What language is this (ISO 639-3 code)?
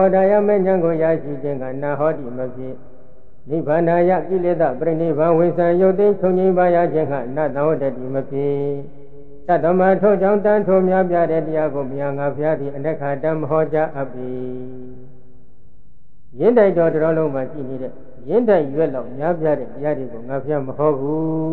mya